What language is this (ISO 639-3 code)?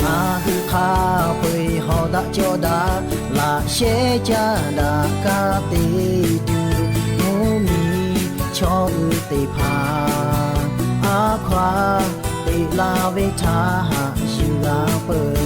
lhu